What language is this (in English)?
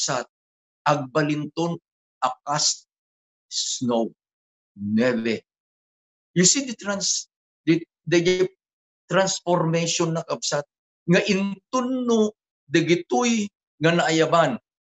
Iloko